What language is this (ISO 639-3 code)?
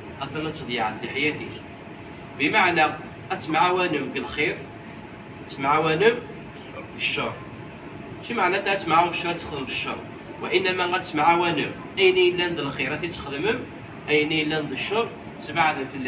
kab